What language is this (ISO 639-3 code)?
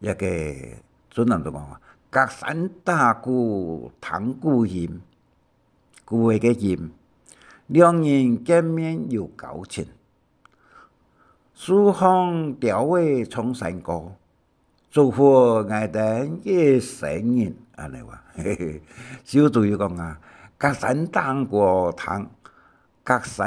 hak